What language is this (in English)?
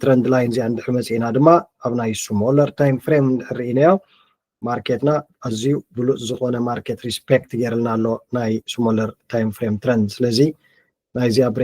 Tigrinya